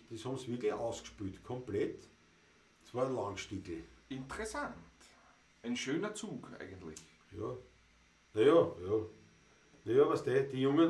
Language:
Bavarian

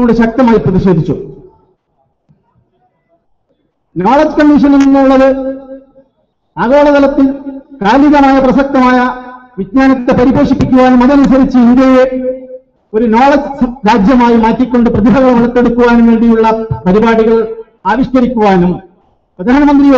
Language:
Malayalam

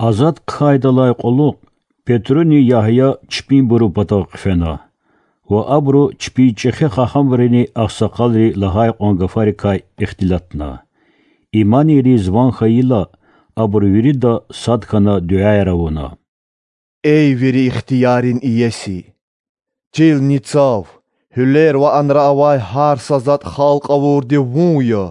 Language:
Lezghian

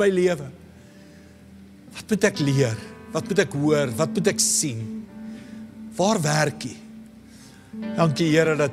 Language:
Afrikaans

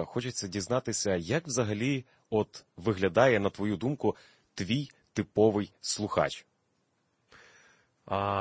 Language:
Ukrainian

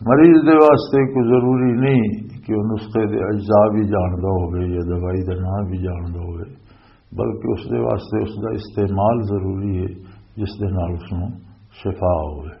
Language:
Western Panjabi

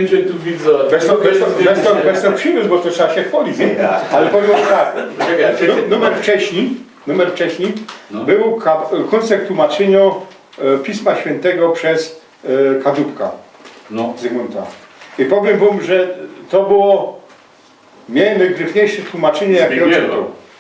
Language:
Silesian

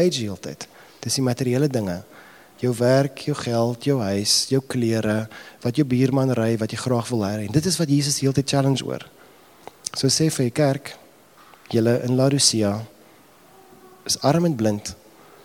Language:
Afrikaans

